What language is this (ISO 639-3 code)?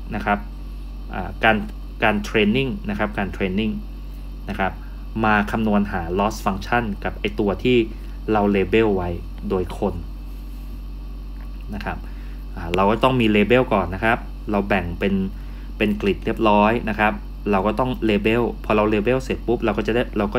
tha